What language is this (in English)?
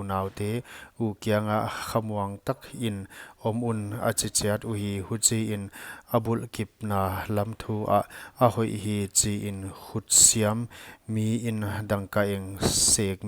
Paite Chin